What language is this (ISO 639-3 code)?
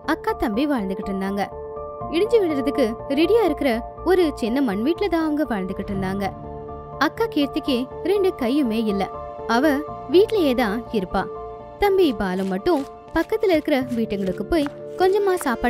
tam